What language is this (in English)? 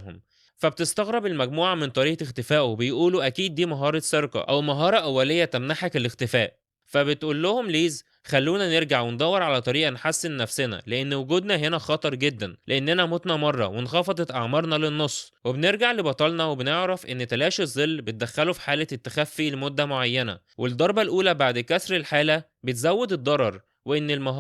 Egyptian Arabic